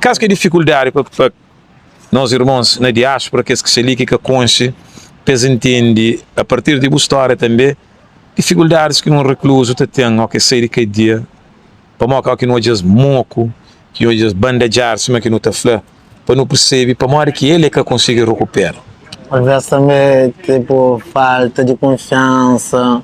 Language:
Kabuverdianu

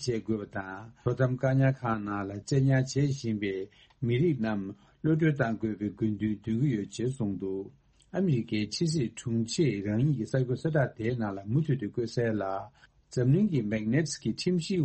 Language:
Tibetan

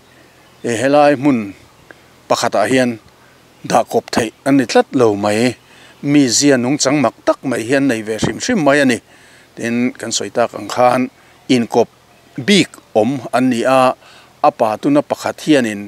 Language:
Mizo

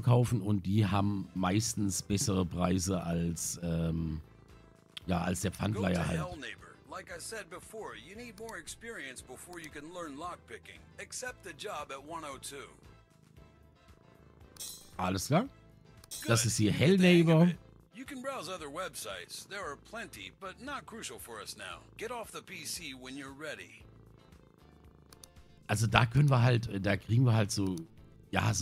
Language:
German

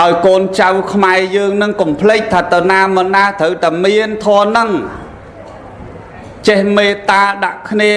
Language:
Khmer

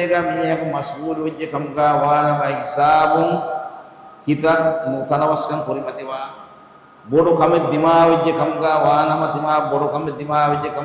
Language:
Divehi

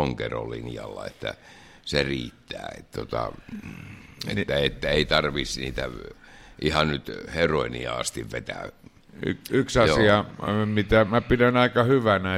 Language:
Finnish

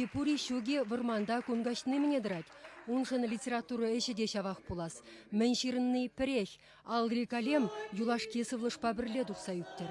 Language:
Chuvash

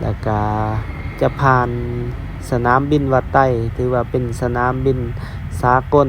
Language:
Lao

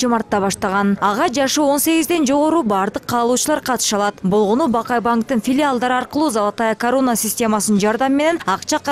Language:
Kyrgyz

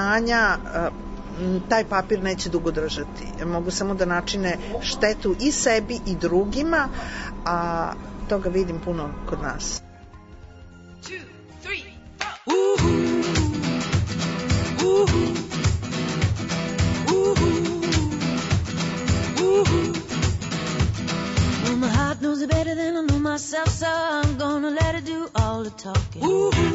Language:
Serbian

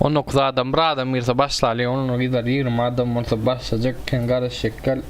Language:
Turkmen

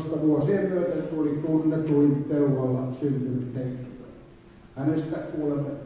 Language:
Finnish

